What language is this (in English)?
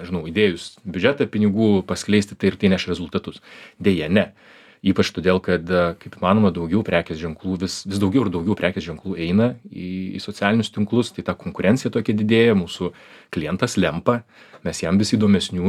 Lithuanian